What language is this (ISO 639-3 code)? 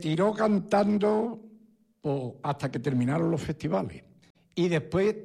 spa